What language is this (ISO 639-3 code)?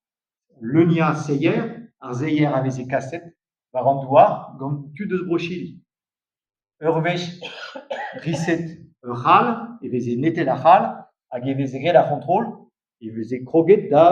bre